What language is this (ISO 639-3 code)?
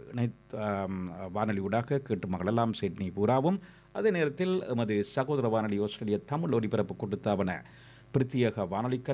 tam